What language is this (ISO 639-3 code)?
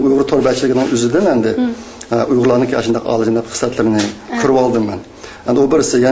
uig